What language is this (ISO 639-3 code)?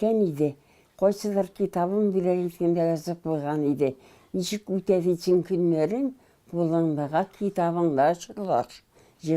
tat